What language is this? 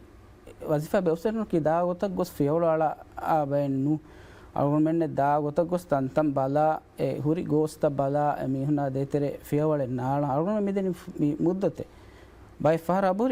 Divehi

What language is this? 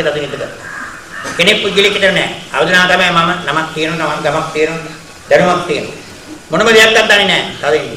Sinhala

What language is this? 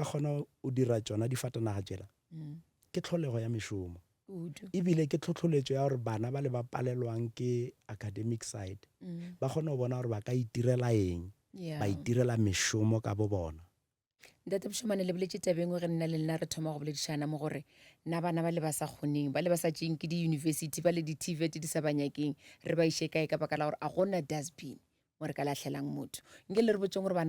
Northern Sotho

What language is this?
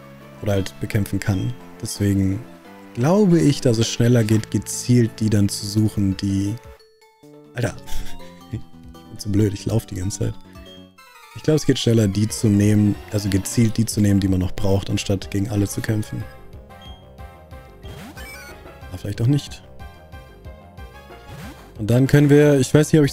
German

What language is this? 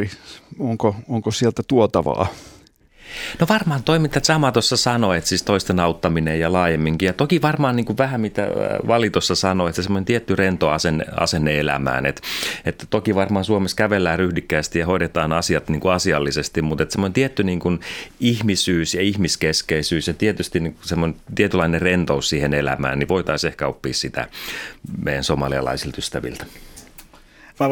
Finnish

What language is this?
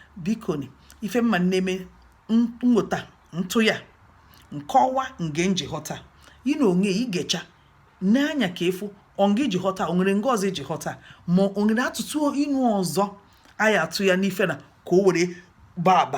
Igbo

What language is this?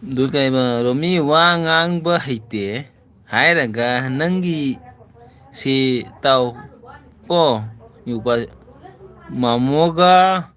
Manipuri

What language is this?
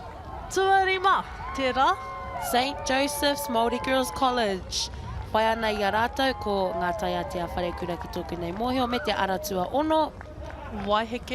Māori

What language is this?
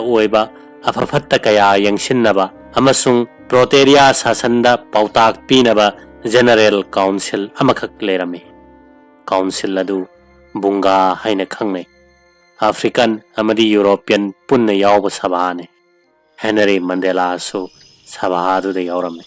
Manipuri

